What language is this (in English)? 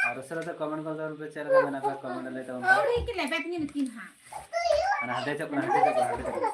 Santali